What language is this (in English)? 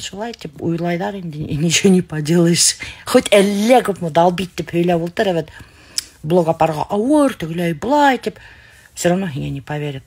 Bashkir